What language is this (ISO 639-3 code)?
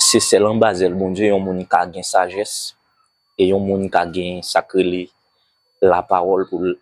hat